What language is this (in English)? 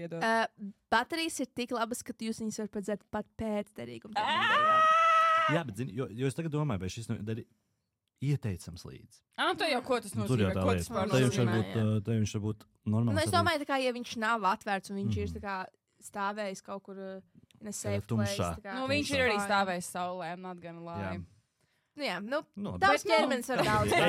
Latvian